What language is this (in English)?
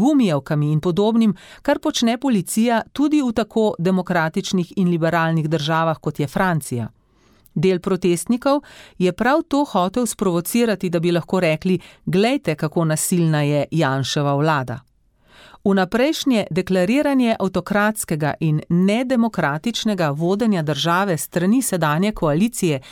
Slovenian